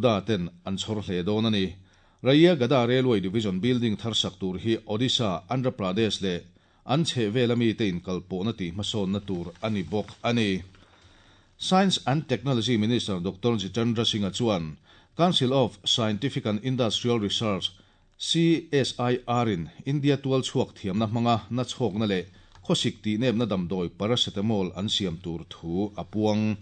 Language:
Mizo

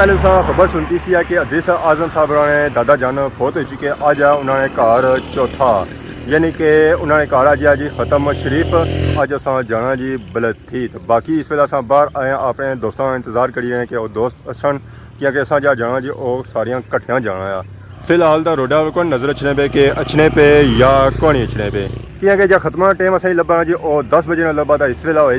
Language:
Pahari-Potwari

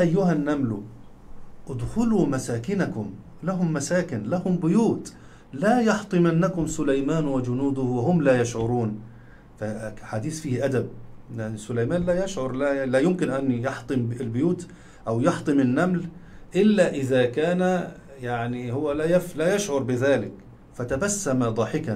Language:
Arabic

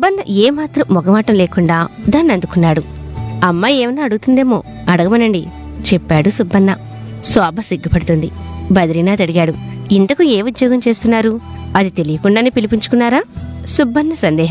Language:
Telugu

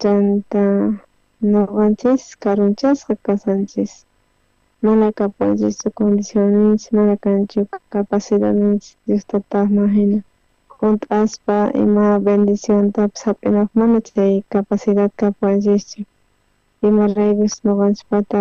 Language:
South Bolivian Quechua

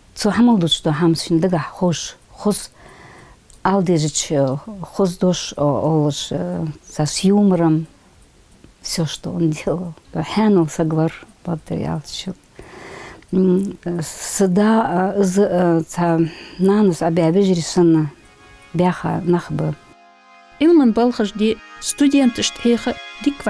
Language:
Ingush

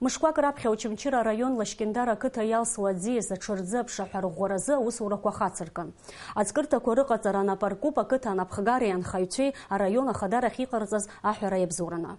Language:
Abkhazian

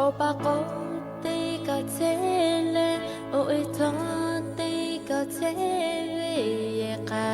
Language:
Lahu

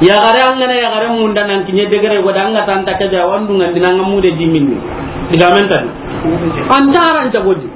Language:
Soninke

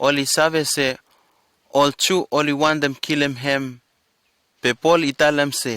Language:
Bislama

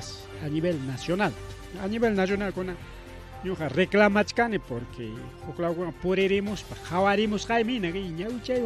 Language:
Ayacucho Quechua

